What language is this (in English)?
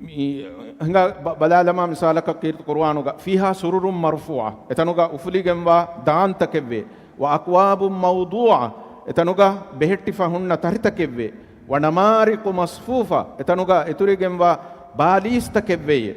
Divehi